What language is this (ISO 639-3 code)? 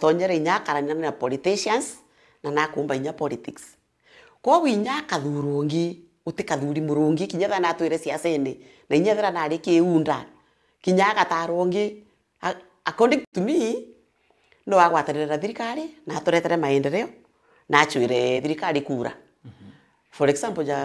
mer